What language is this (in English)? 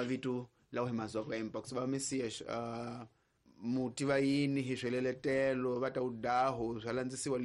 Tsonga